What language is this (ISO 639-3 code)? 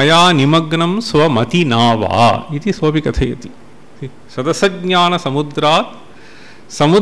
san